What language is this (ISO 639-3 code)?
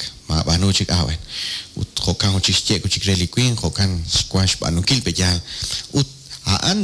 kek